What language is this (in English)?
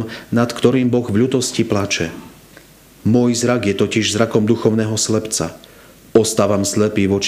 Slovak